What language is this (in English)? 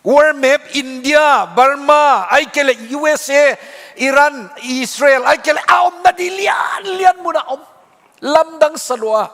Tedim Chin